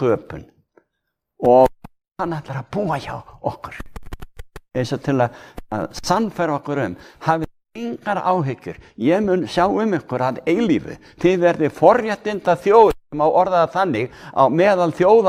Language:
Icelandic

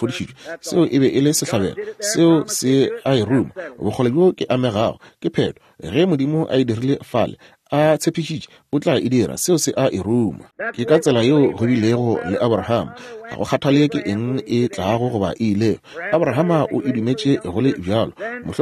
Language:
Northern Sotho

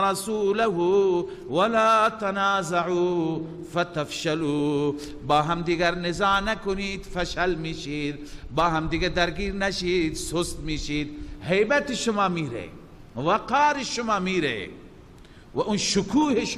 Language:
Persian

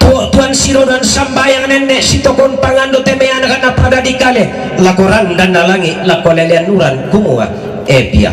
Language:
Toraja-Sa'dan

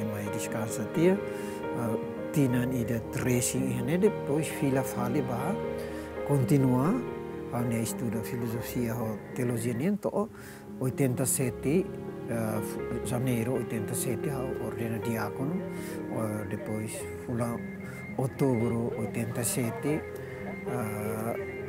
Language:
Tetum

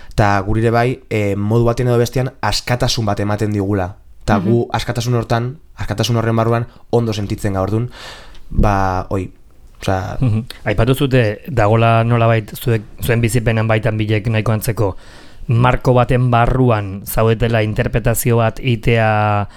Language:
Basque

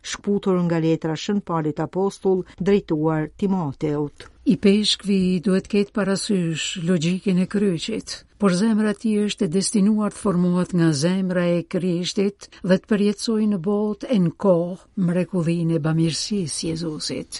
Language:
Albanian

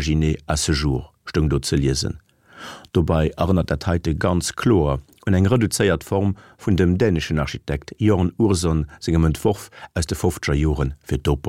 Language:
Luxembourgish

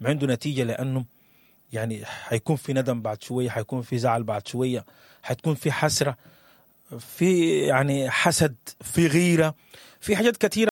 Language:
Sudanese Arabic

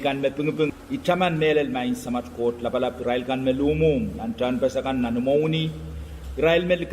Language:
Pohnpeian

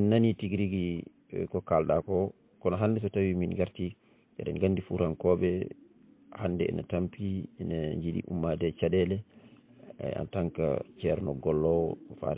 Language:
Fula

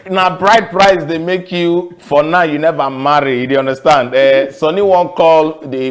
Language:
Nigerian Pidgin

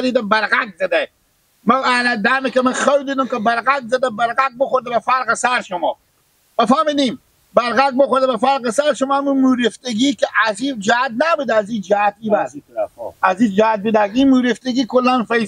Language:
Persian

